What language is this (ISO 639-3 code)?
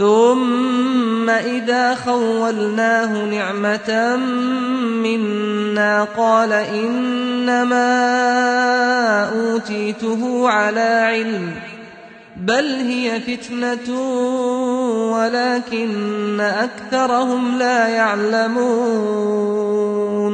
ara